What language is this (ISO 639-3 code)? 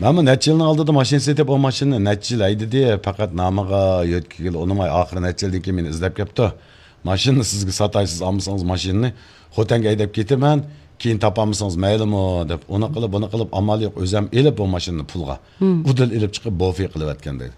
uig